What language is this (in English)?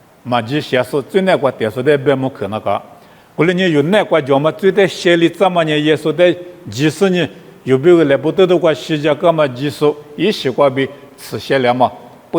Lisu